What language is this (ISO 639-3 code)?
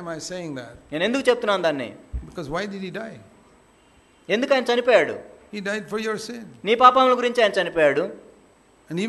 tel